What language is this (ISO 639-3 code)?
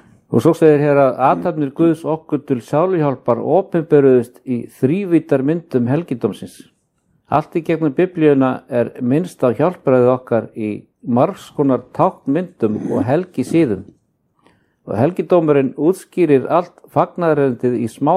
isl